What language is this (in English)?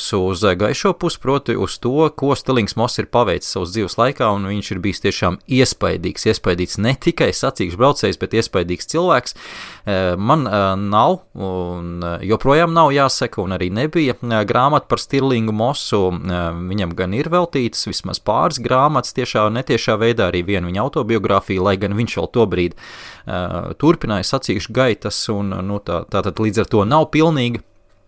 Latvian